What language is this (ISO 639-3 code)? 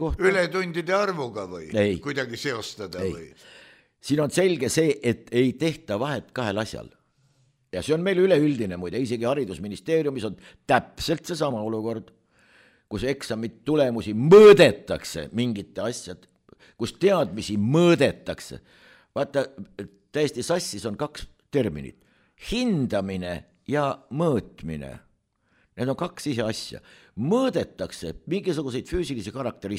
est